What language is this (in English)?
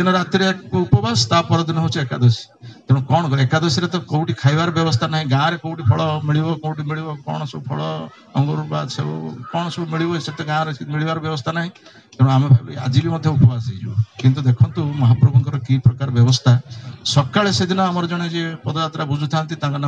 Odia